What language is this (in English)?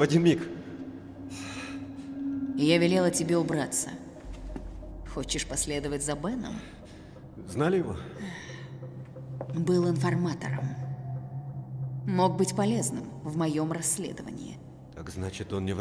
Russian